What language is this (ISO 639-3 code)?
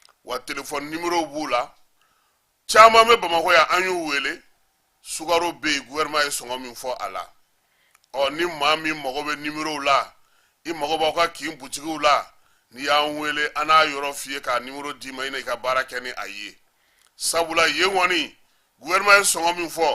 bam